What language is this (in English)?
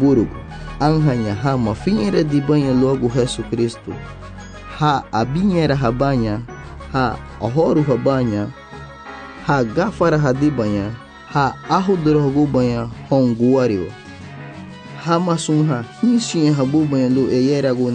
Garifuna